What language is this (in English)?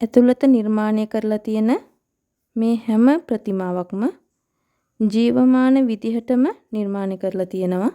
Sinhala